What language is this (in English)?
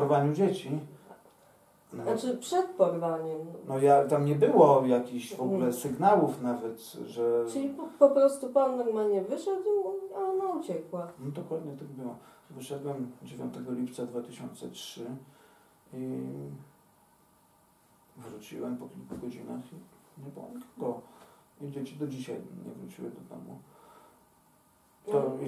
Polish